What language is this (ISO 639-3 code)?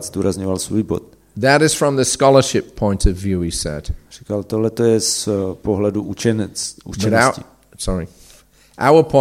ces